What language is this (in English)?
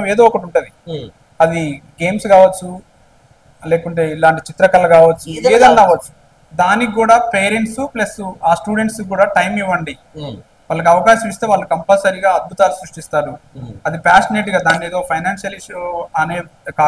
Telugu